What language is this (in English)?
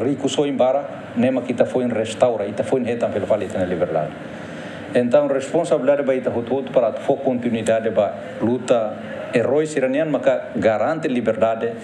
Tetum